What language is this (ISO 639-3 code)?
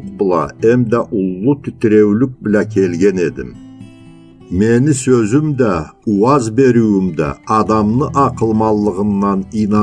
krc